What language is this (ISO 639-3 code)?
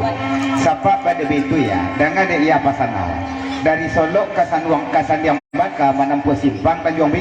min